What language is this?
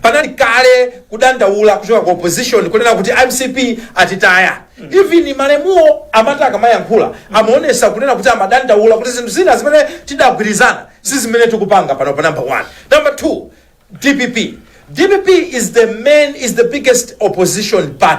Nyanja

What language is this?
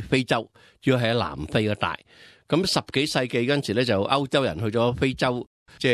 Cantonese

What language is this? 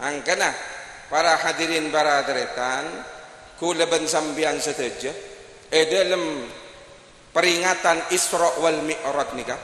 Madurese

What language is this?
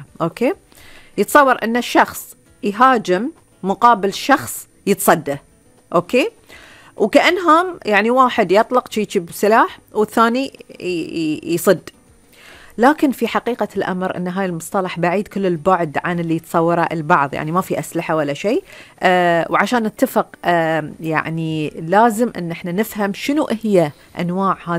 Gulf Arabic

